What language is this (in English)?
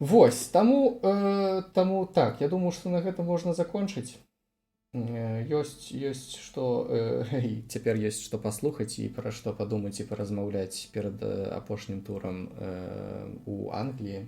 Belarusian